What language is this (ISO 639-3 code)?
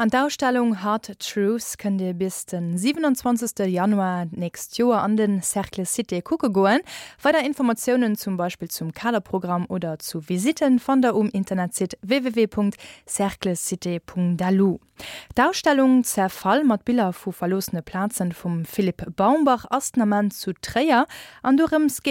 ltz